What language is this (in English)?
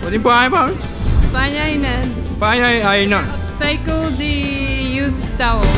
Papiamento